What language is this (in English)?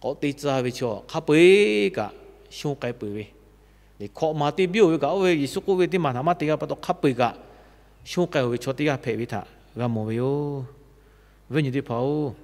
Lahu